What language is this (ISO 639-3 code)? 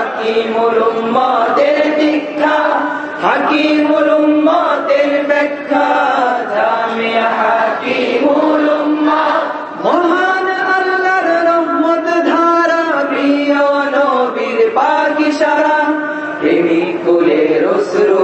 ben